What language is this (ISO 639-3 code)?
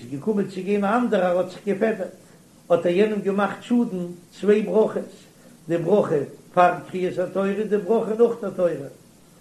yid